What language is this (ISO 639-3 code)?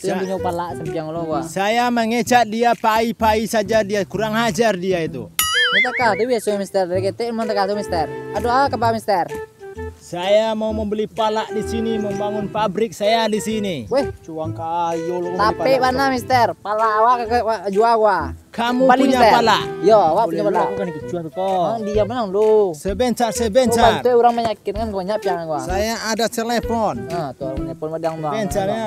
min